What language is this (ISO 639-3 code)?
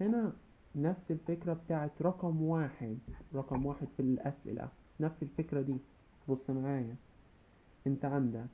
arz